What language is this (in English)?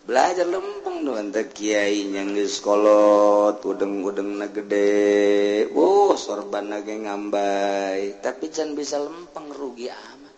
Sundanese